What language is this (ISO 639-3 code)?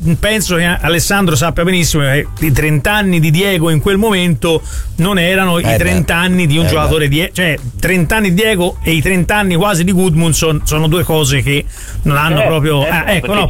ita